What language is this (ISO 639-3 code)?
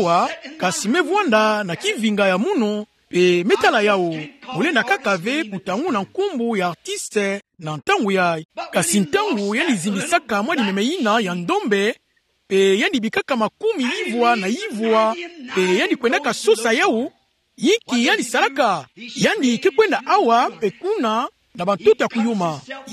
ktu